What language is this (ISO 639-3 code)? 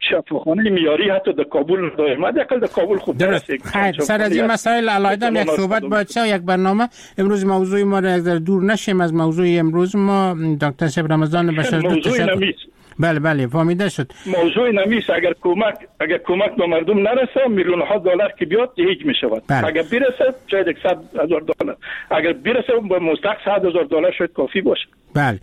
fas